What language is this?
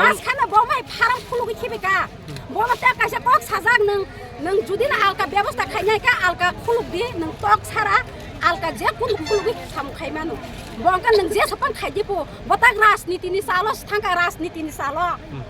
Kok Borok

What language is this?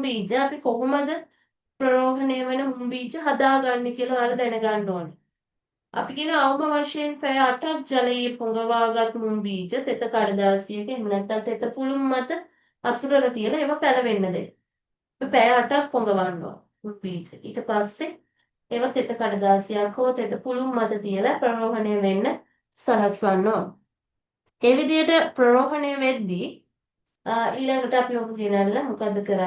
Sinhala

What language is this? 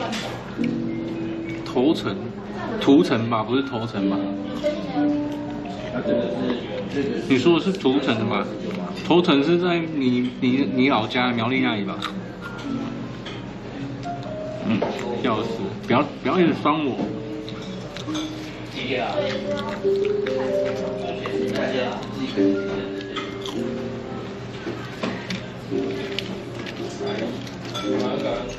Chinese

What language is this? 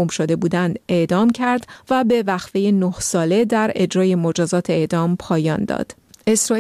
Persian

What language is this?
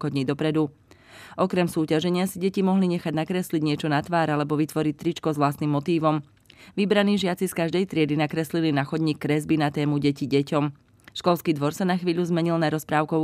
Slovak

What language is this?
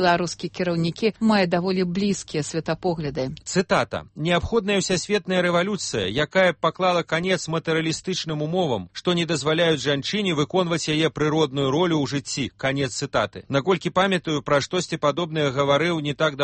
Belarusian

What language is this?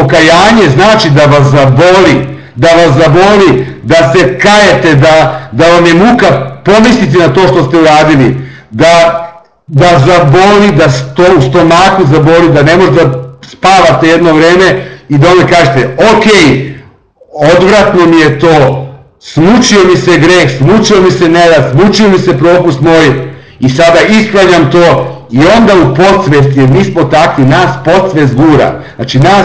Serbian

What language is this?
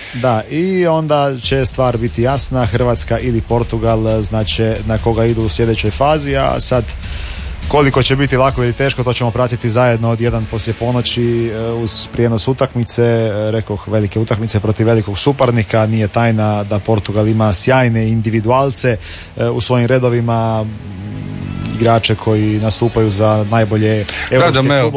Croatian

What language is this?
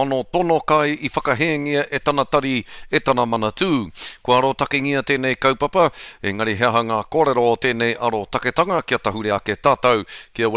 Māori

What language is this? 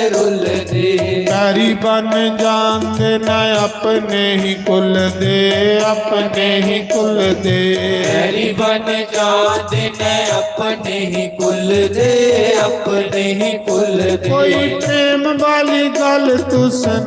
Dogri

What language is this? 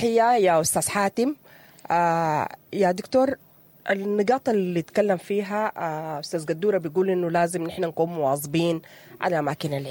Sudanese Arabic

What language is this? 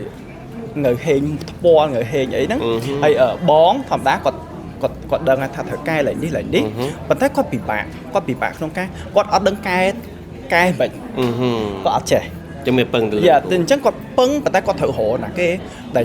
Khmer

